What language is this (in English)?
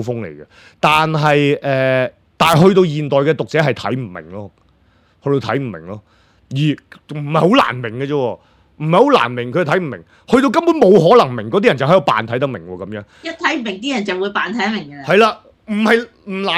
Cantonese